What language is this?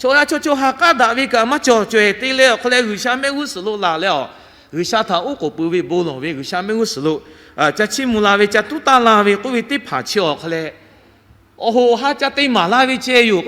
Lahu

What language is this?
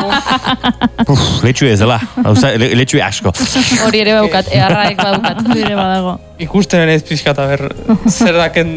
Basque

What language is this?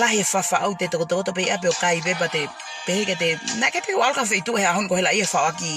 Tongan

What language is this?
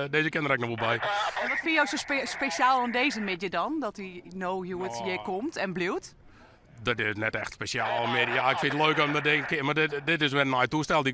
Western Frisian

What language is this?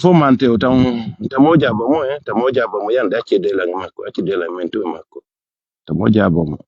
Pular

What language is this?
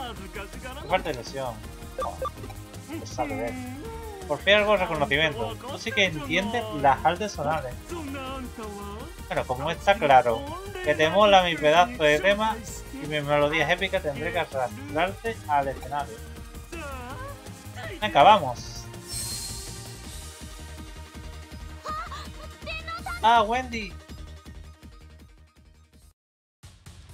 Spanish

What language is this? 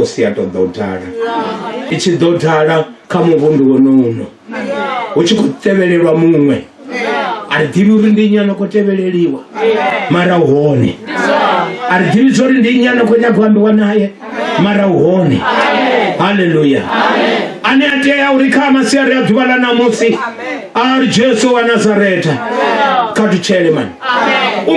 Venda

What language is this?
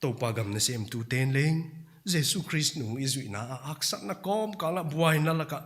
Paite Chin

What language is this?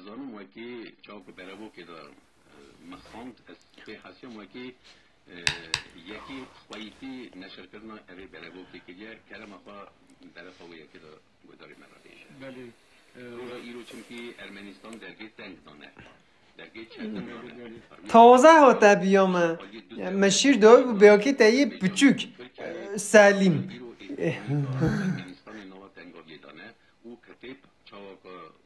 Kurdish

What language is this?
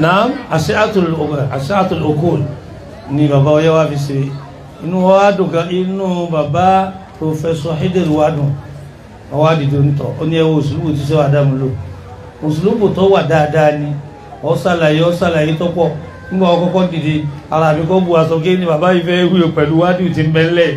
Yoruba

